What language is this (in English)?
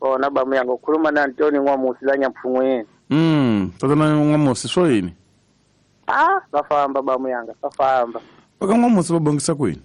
Tsonga